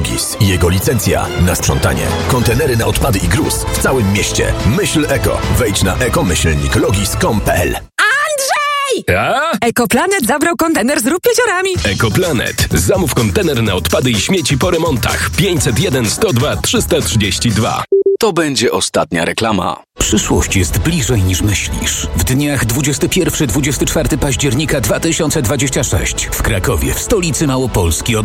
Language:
Polish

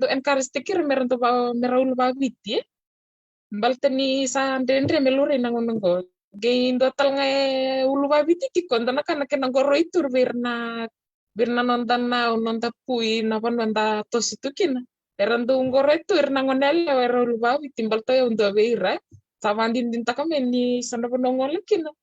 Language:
Fijian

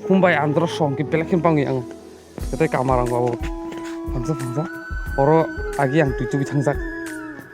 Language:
Kok Borok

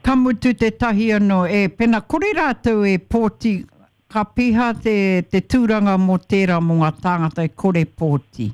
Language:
Māori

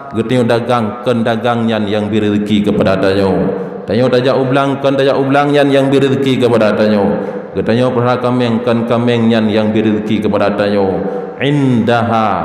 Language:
Achinese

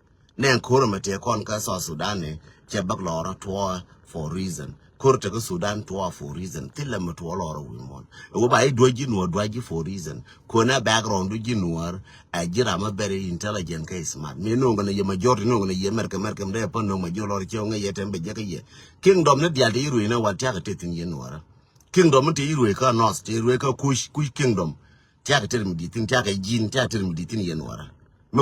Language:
Nuer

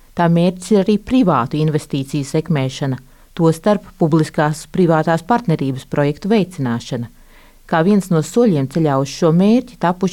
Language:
Latvian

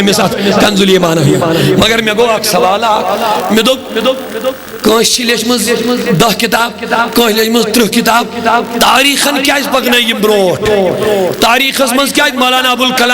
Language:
Kashmiri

